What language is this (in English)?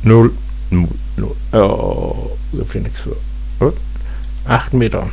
Low German